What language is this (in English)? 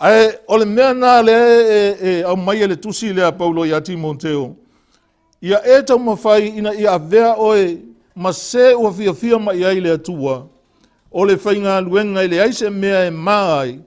Samoan